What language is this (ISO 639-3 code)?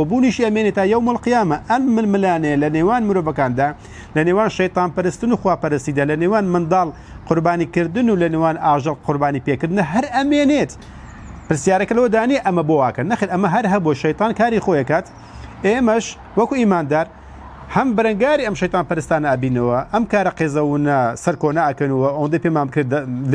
ckb